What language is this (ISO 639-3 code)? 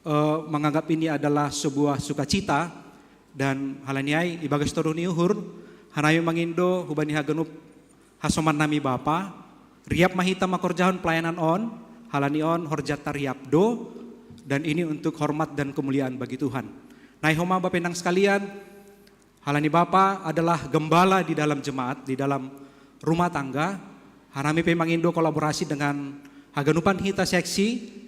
bts